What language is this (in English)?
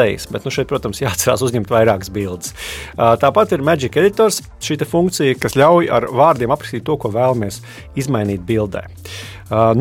Latvian